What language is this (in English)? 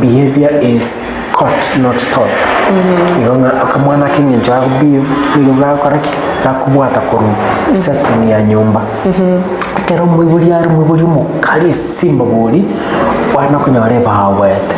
Gusii